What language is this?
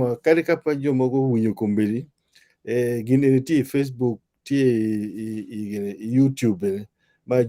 Acoli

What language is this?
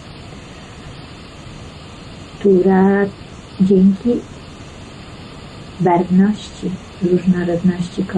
Polish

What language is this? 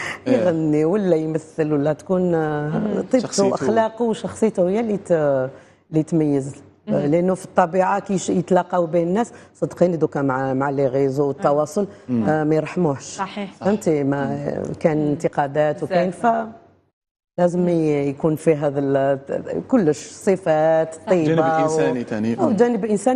Algerian Arabic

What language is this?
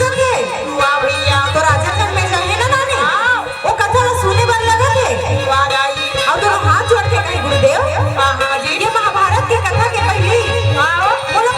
Chhattisgarhi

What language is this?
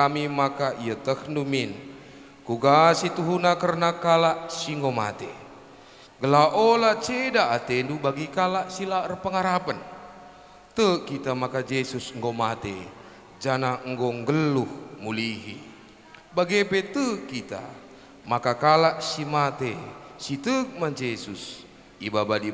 Batak Karo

